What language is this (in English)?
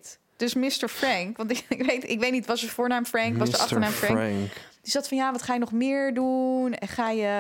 Dutch